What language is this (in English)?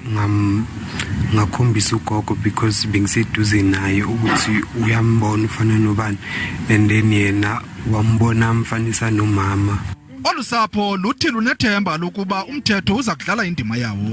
Zulu